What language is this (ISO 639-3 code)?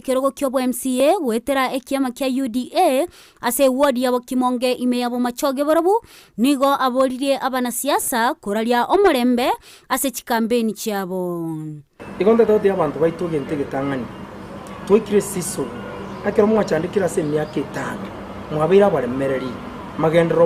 guz